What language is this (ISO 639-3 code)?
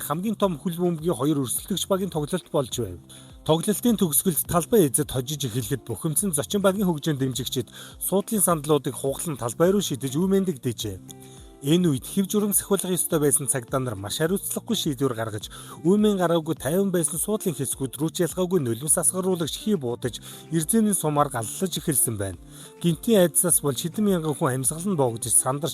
mon